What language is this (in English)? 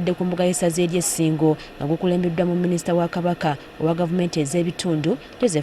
Ganda